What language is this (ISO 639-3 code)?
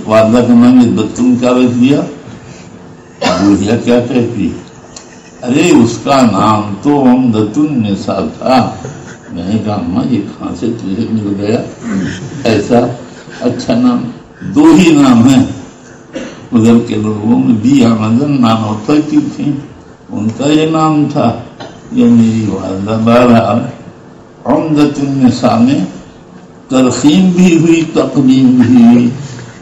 urd